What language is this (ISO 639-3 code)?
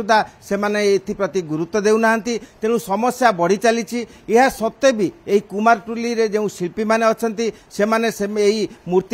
ori